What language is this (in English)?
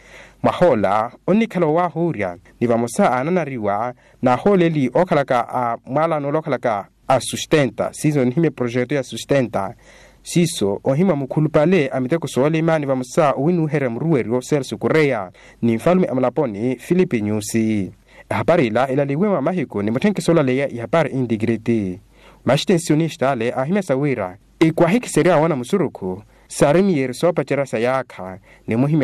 Makhuwa